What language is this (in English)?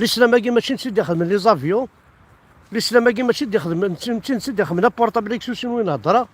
Kabyle